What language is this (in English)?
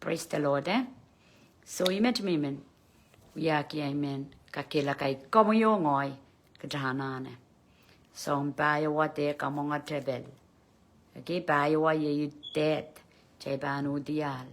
Pohnpeian